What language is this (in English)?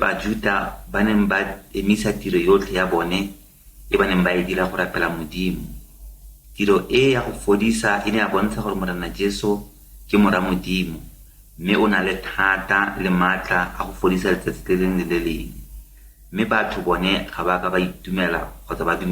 Tswana